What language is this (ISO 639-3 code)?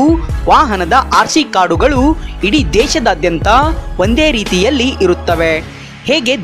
kan